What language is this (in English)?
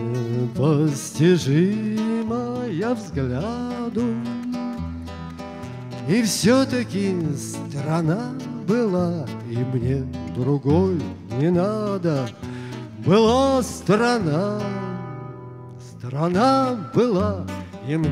Russian